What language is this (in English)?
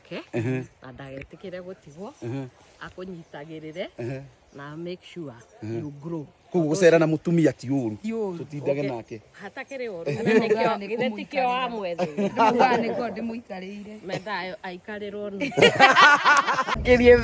Kikuyu